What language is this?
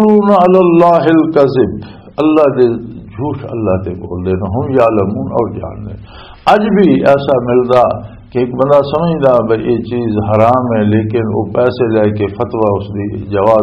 Western Panjabi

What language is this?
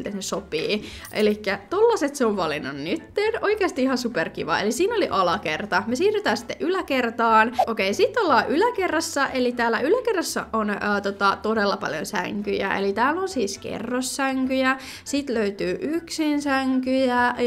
Finnish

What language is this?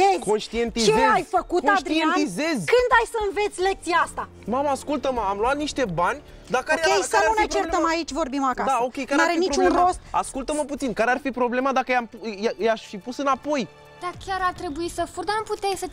Romanian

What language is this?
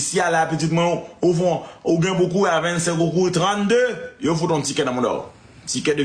Haitian Creole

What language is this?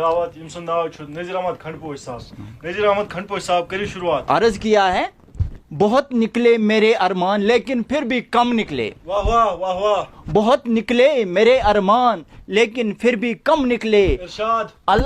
Kashmiri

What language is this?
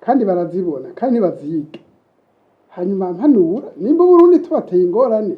Rundi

